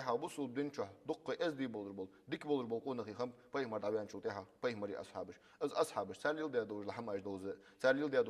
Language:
Ingush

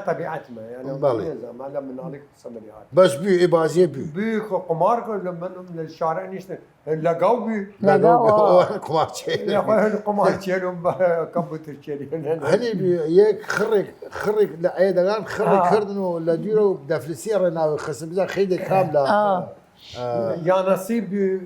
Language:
Southern Kurdish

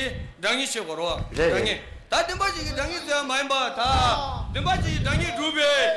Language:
Tibetan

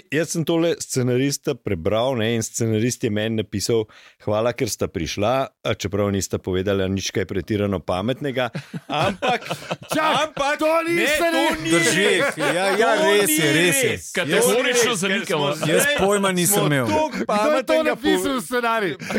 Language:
Slovenian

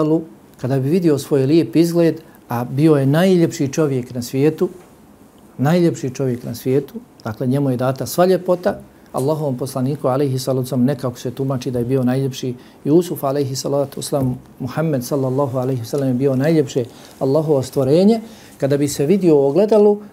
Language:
Bosnian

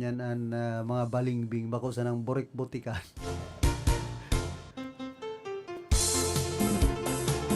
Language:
Bikol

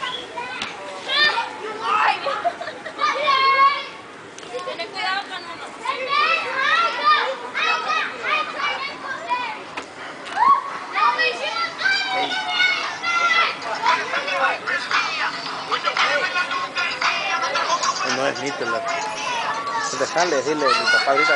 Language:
Spanish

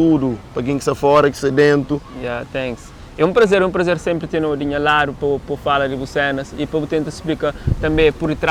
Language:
Kabuverdianu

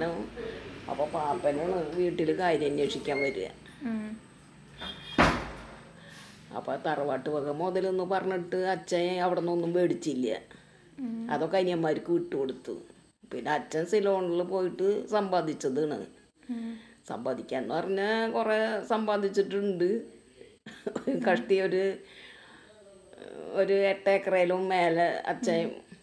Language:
Malayalam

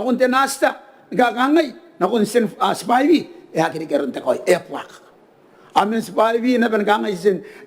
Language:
Gilbertese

